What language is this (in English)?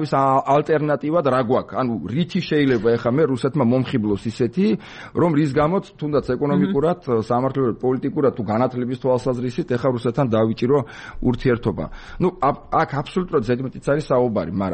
Georgian